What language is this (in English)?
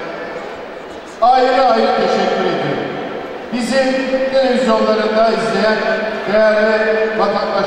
Turkish